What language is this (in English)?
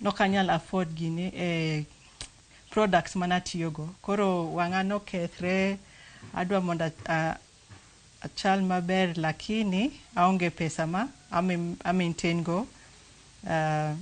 Luo (Kenya and Tanzania)